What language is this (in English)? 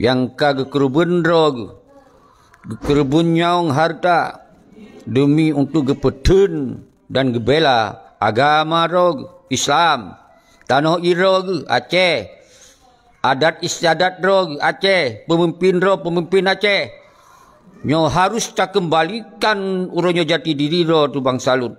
Achinese